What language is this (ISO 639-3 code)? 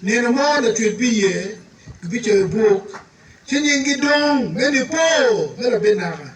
ach